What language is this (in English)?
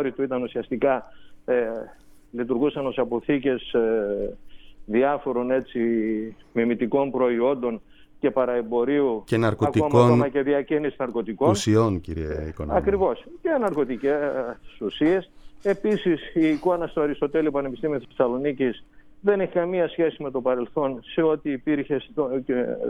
Greek